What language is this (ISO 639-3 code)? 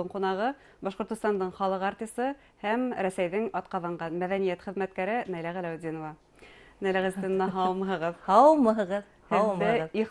bak